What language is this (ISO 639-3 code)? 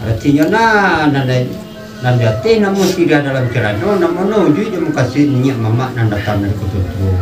min